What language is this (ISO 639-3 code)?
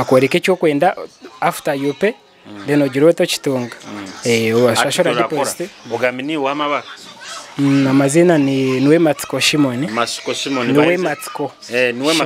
nyo